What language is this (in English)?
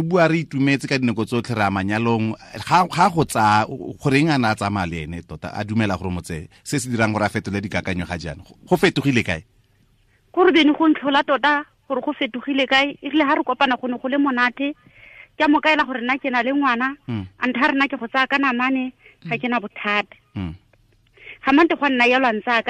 Tswana